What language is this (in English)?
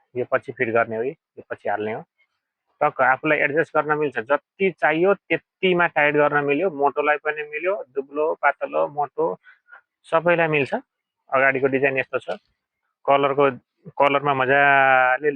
Nepali